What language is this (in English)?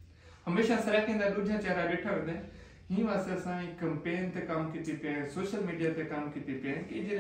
Saraiki